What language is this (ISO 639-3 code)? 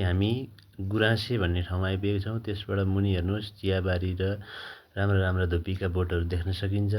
nep